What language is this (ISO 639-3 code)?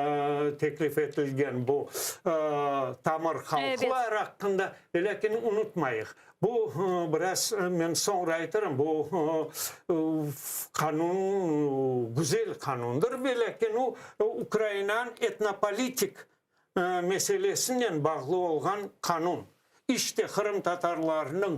crh